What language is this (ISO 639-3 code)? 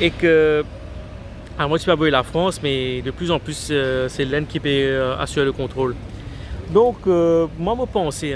mfe